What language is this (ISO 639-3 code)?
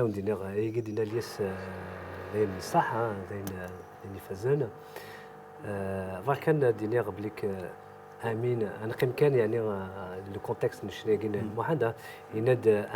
kab